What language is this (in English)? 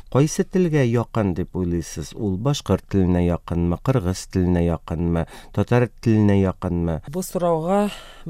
Tatar